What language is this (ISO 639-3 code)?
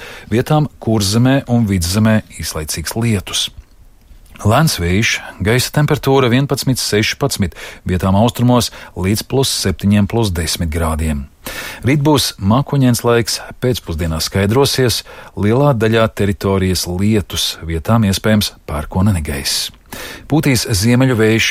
lav